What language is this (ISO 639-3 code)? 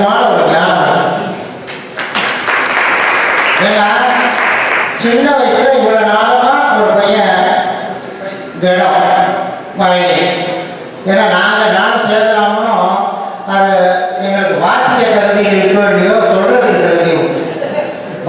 tam